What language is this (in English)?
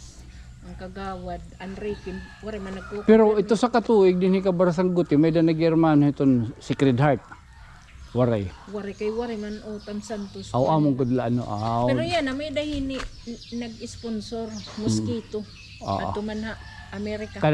Waray